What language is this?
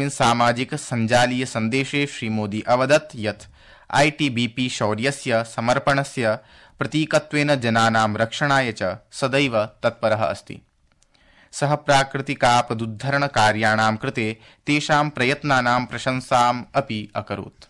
Sanskrit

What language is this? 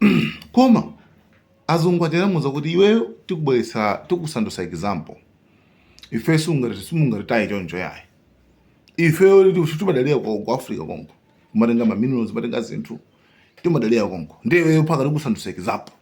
Nyanja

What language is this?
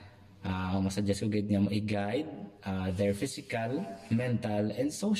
Hiligaynon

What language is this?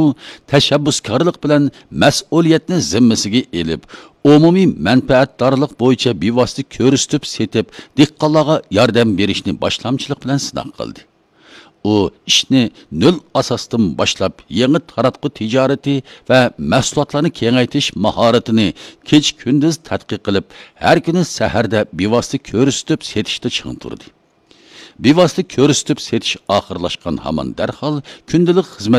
Uyghur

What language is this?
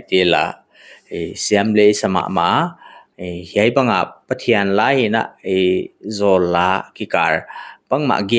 Paite Chin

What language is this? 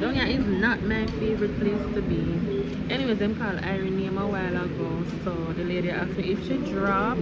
Jamaican Creole English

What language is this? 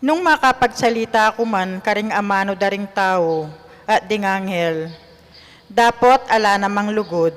Pampanga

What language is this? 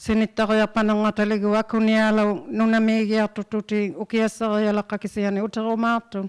Inuktitut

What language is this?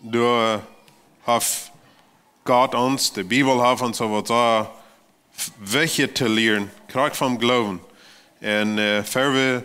Plautdietsch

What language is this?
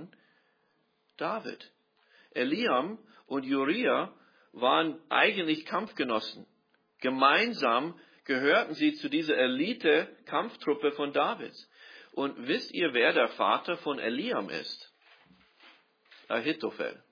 German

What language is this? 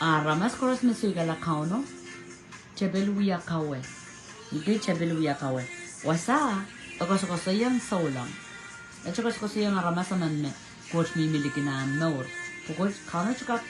Pohnpeian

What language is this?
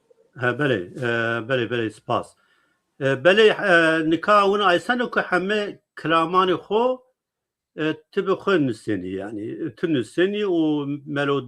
Zaza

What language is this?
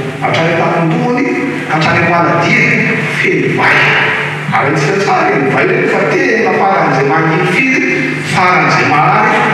Malagasy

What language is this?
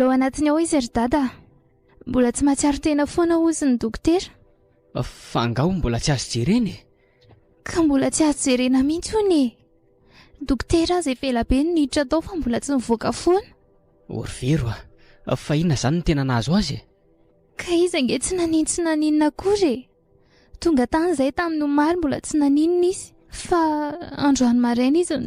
Malagasy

